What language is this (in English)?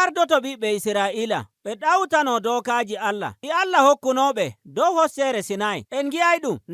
Nigerian Fulfulde